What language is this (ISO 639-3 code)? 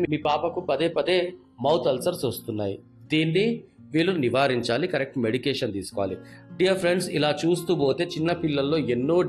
tel